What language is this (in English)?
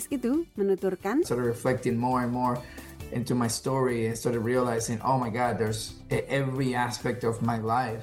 Indonesian